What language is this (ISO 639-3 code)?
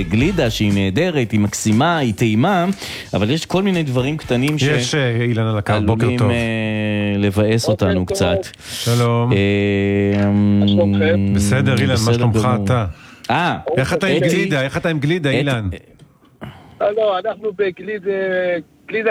heb